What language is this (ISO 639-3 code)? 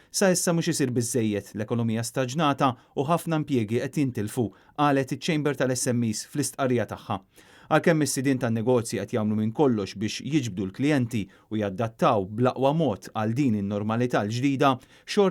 mlt